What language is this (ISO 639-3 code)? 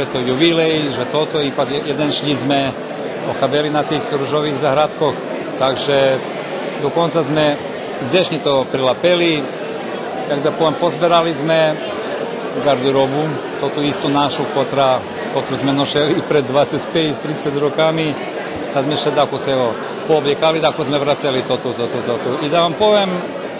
rue